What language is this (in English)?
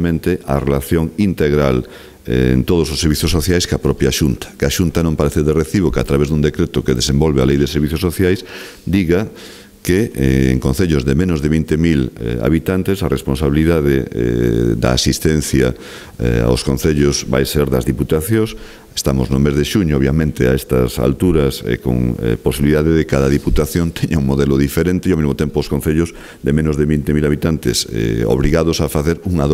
Galician